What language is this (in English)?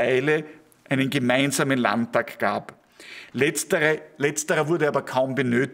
German